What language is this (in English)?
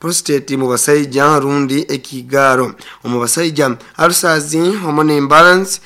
Nyankole